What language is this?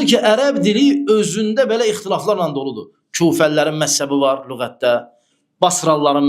Azerbaijani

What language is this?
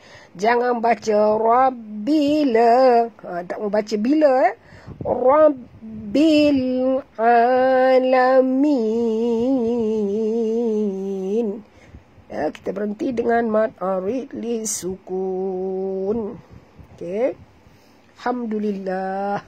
Malay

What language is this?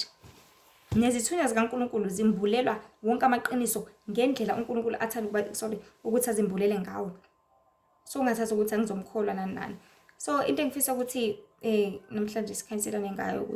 Zulu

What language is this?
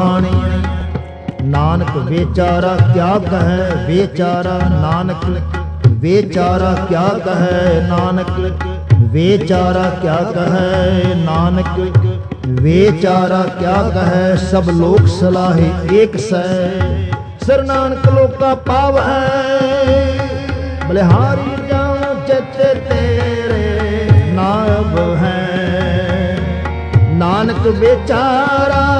Punjabi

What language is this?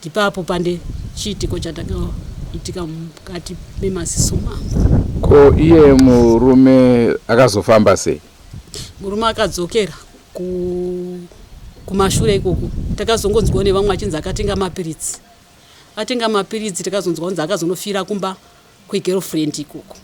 Shona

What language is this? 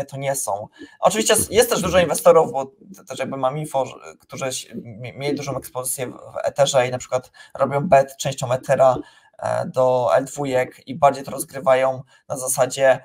Polish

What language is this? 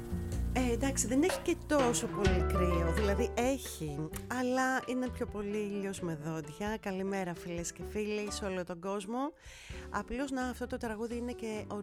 Greek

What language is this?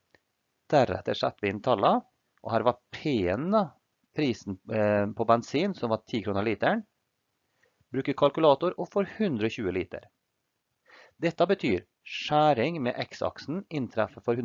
Norwegian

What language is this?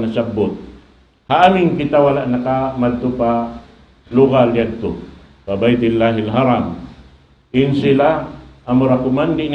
Tausug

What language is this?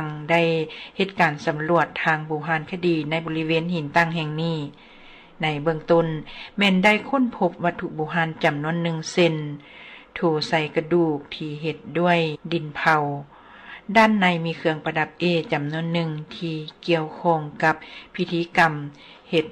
Lao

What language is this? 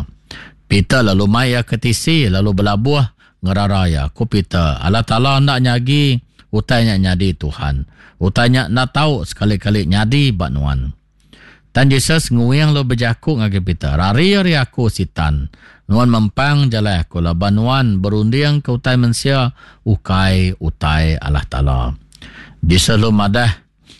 Iban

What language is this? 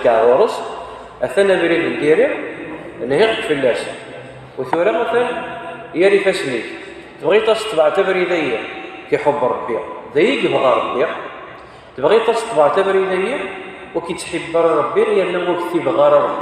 Kabyle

